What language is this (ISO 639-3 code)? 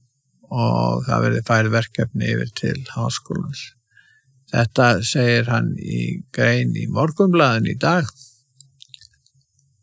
isl